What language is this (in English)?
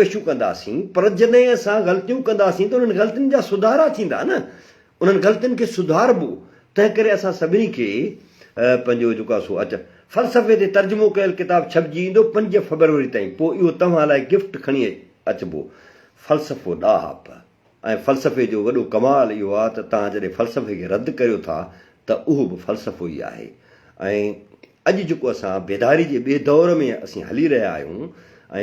Sindhi